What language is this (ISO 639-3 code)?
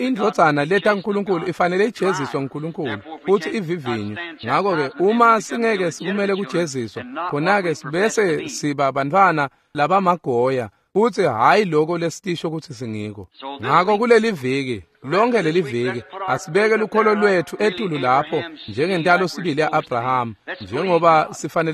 ssw